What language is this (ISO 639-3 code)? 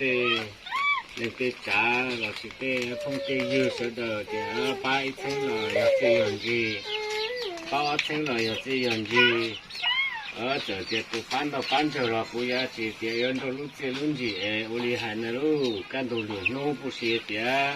hmn